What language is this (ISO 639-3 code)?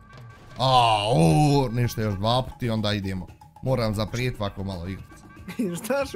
bos